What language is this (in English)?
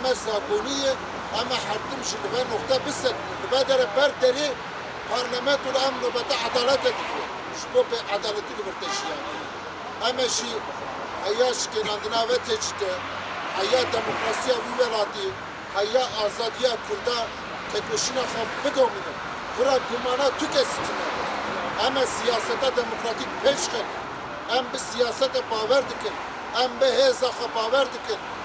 Kurdish